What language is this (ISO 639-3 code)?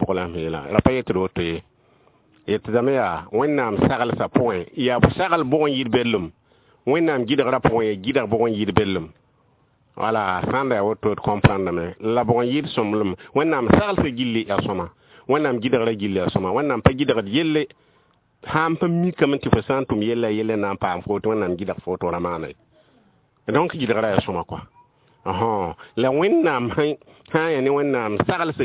mos